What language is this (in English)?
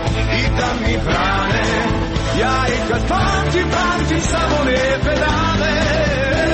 Croatian